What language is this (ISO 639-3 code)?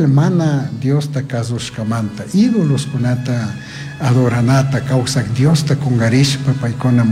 qug